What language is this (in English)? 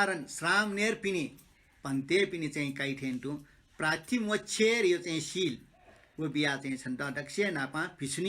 Newari